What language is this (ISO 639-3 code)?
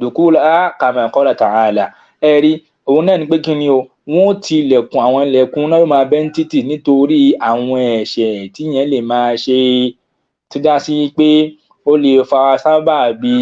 yor